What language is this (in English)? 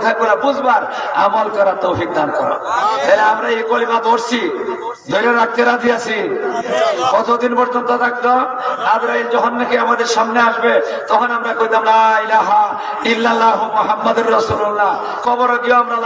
Sylheti